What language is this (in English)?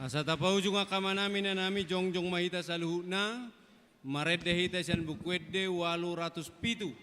Batak Toba